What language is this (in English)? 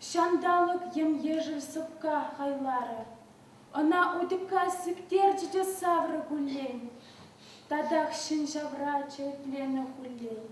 Chuvash